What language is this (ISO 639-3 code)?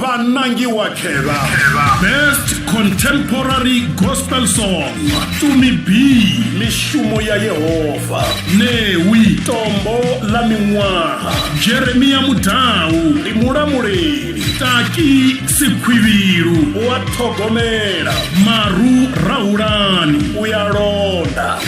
ven